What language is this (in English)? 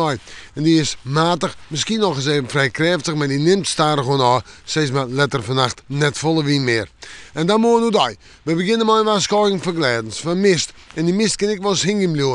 Western Frisian